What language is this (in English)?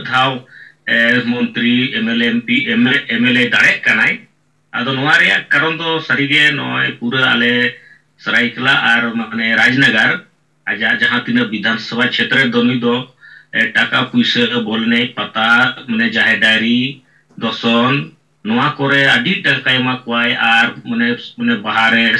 Santali